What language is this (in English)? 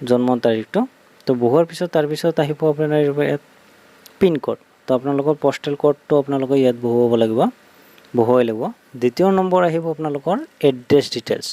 Assamese